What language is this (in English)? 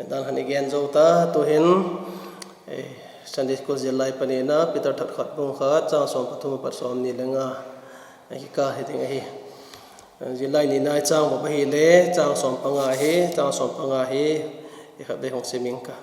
Vaiphei